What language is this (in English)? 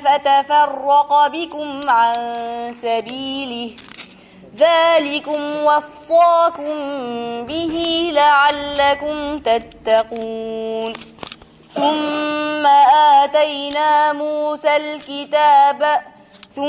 Arabic